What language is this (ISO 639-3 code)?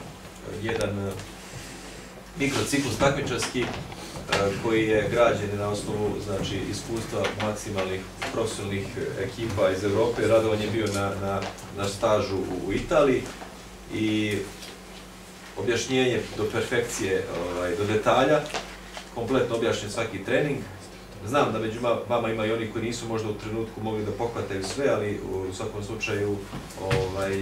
srp